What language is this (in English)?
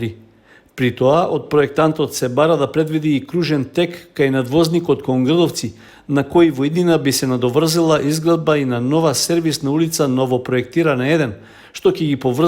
Macedonian